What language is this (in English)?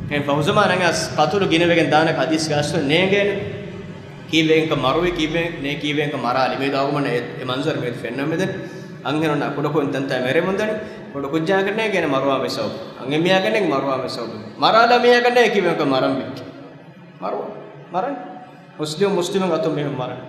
Divehi